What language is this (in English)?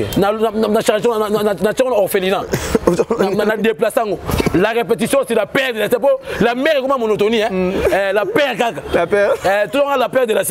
Lingala